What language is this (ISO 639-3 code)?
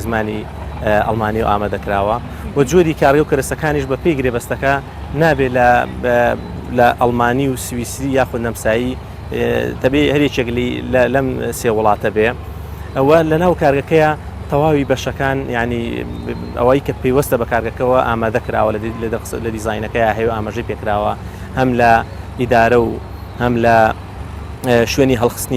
ckb